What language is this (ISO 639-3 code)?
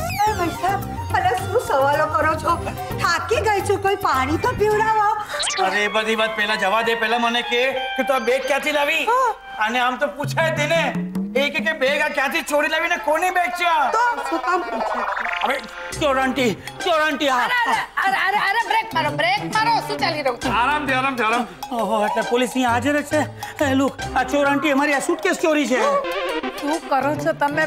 guj